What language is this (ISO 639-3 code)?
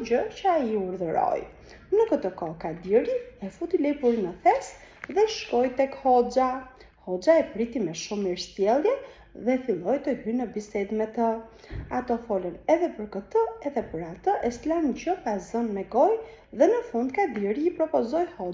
sqi